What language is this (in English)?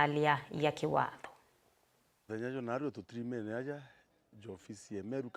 Meru